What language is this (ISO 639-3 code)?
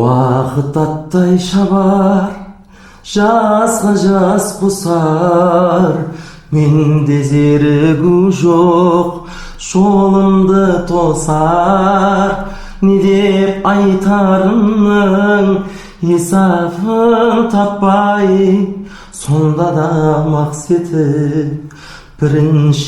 kaa